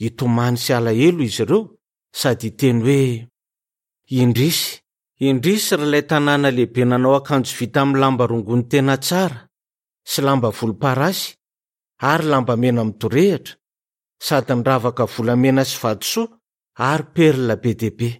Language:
Malagasy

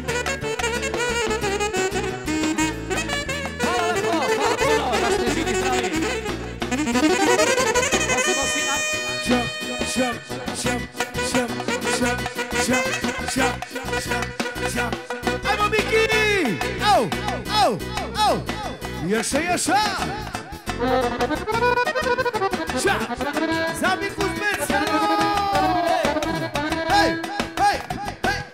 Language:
Serbian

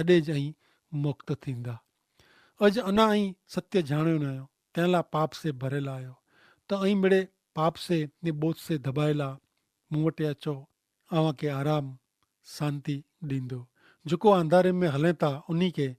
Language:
Kachhi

